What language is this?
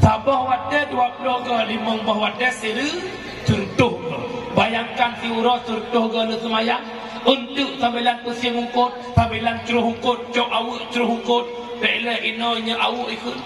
Achinese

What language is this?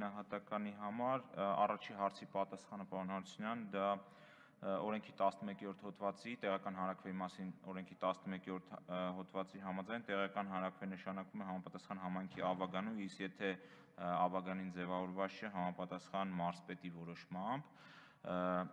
Armenian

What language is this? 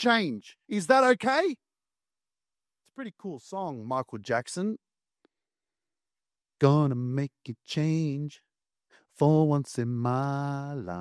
English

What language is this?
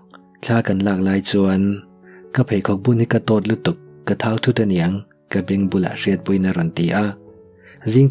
Mizo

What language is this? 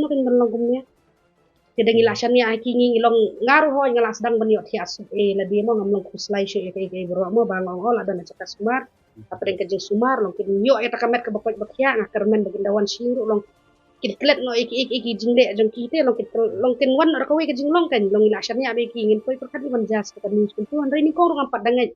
Khasi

